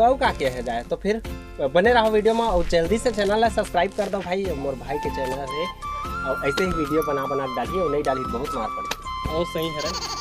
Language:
Chhattisgarhi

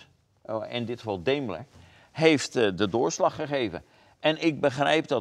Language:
Dutch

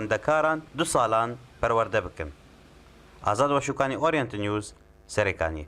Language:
Kurdish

